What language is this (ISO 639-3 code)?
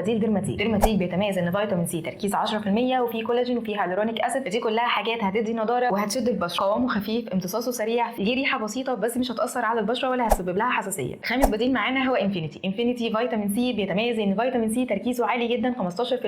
arz